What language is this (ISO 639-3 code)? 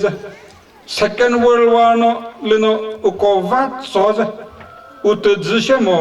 nri